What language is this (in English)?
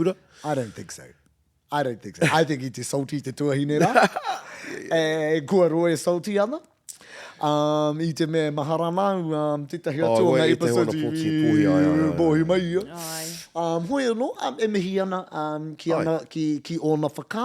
Māori